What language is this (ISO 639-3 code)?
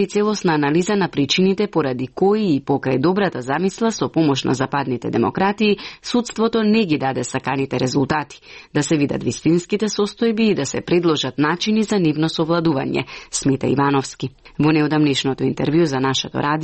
mkd